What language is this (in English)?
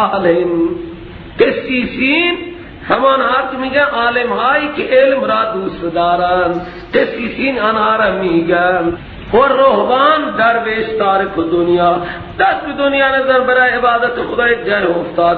Persian